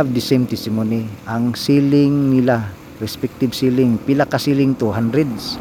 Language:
Cebuano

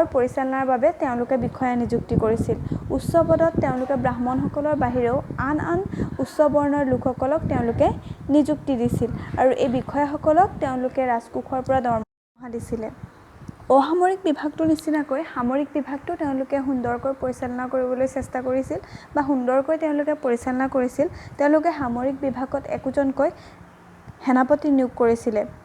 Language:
Assamese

